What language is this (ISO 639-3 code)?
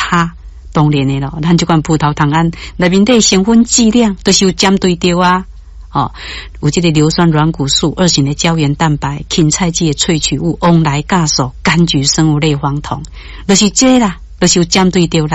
nan